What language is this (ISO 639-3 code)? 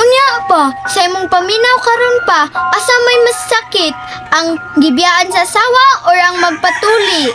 ceb